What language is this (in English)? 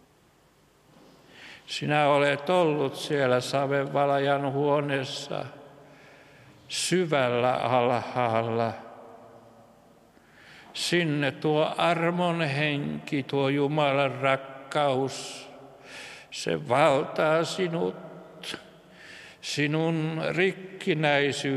Finnish